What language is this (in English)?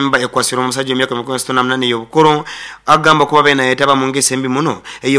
Nyoro